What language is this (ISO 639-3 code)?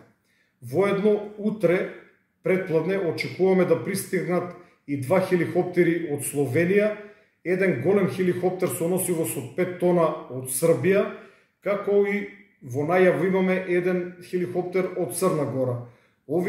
mkd